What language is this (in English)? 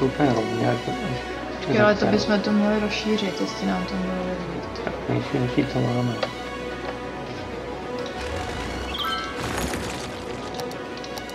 Czech